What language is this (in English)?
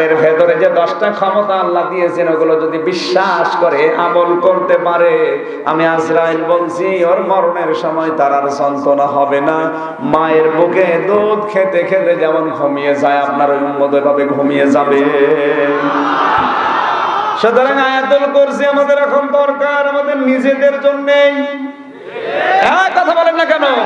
Bangla